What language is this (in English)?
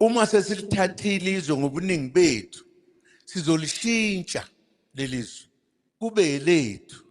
Zulu